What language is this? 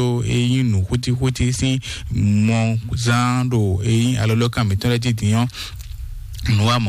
Fon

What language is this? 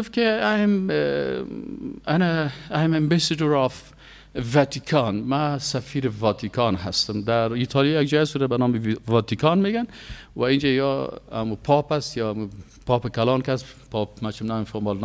Persian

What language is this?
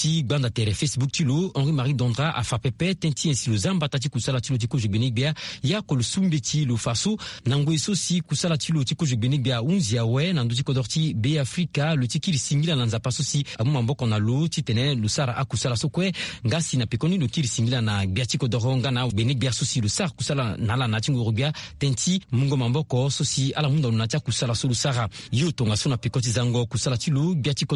Sango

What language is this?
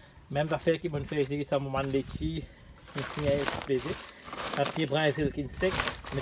Morisyen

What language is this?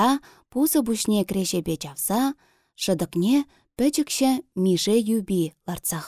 Chuvash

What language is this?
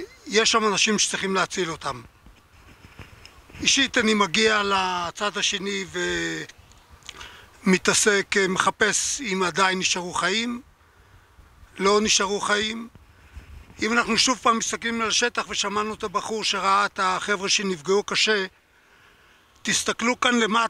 Hebrew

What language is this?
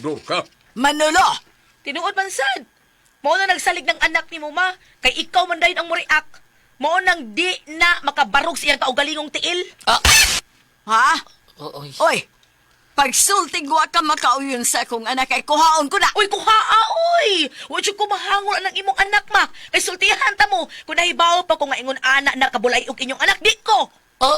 Cebuano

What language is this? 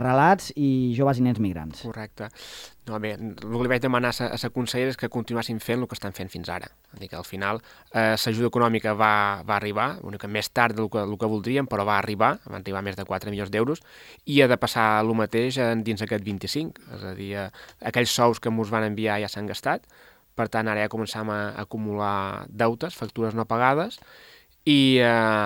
Catalan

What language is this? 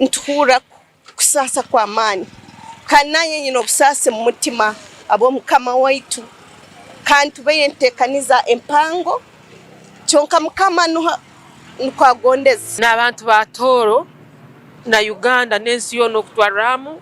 Tooro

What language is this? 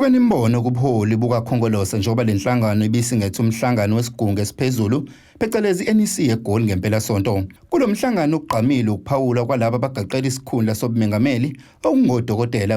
Zulu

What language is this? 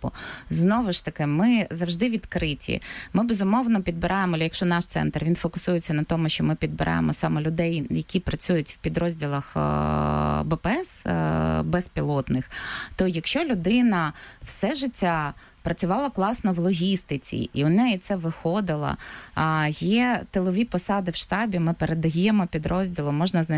Ukrainian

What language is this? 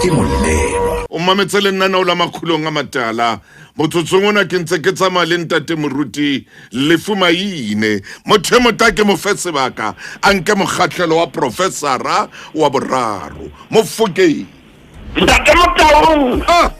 Southern Sotho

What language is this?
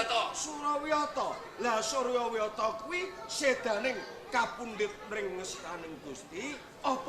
Javanese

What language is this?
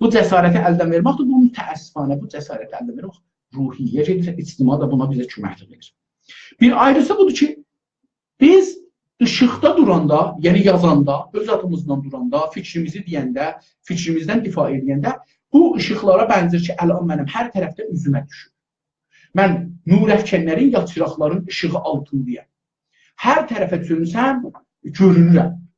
South Azerbaijani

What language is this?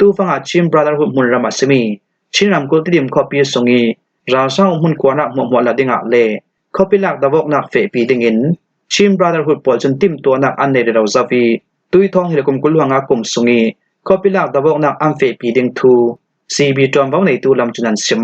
Falam Chin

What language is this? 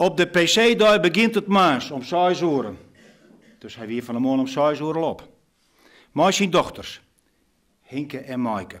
Western Frisian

